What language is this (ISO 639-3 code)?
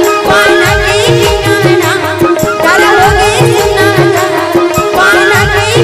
hne